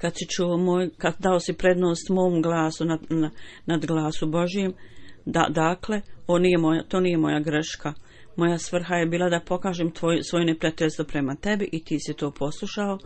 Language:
Bosnian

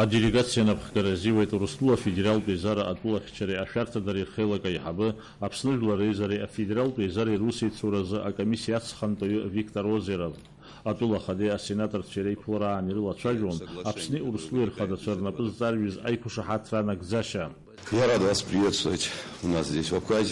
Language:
Abkhazian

